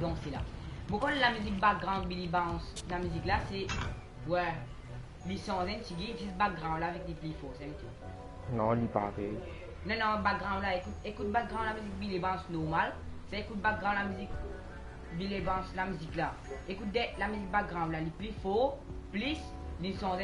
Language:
Morisyen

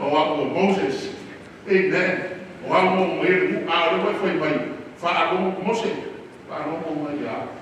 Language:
Samoan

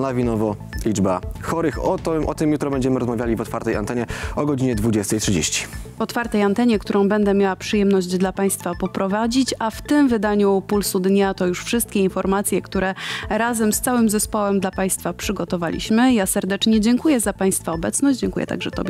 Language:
Polish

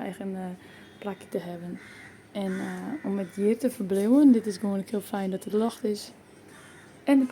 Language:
Western Frisian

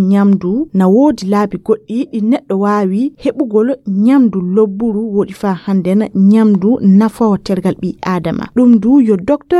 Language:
Nigerian Fulfulde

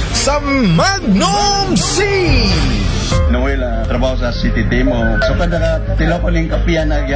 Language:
Cebuano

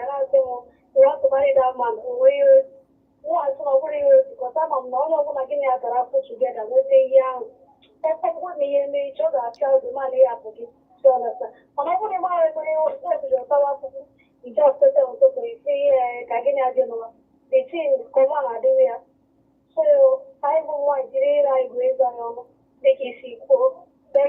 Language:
Igbo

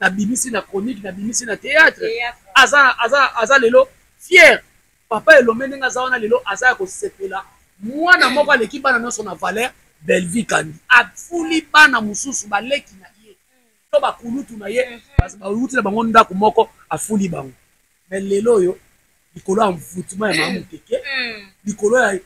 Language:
Lingala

